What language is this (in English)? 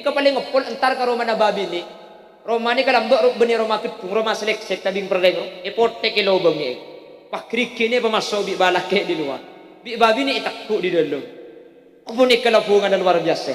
Madurese